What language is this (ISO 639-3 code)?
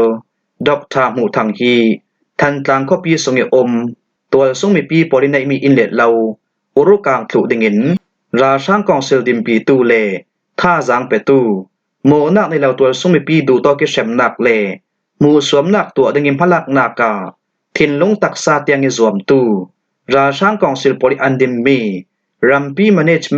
cfm